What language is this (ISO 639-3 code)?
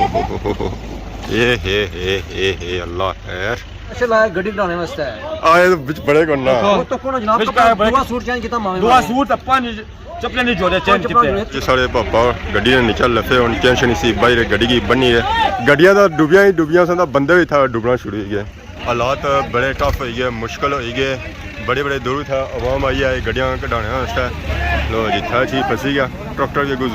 phr